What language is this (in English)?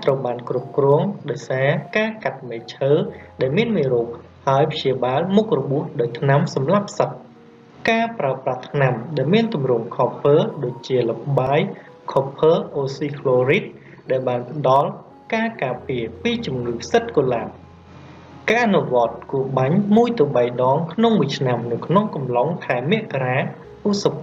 Khmer